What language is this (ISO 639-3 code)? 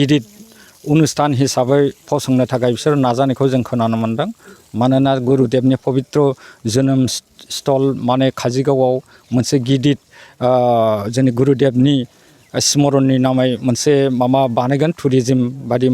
brx